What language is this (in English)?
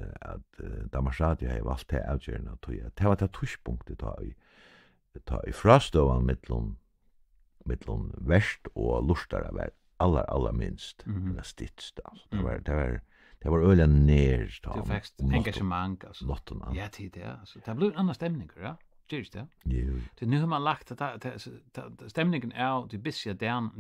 Faroese